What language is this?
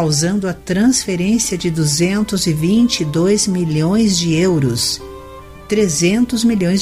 Portuguese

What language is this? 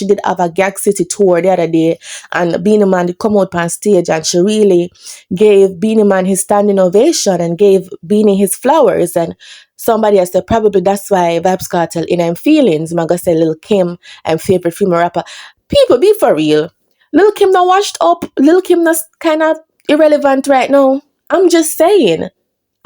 Jamaican Creole English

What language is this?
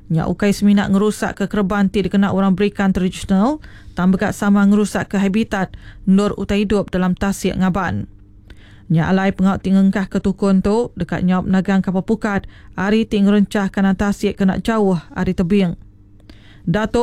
Iban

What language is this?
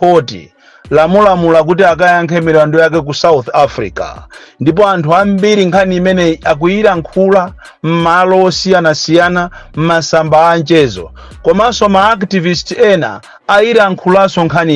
Nyanja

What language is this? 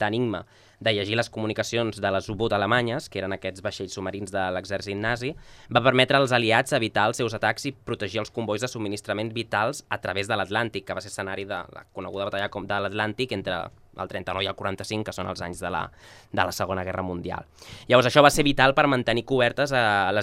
Catalan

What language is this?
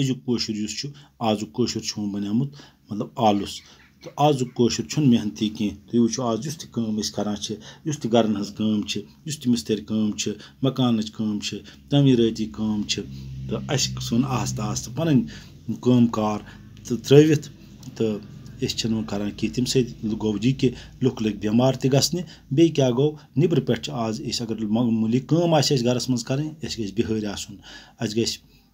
Kashmiri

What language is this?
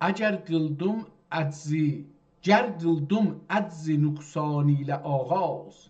South Azerbaijani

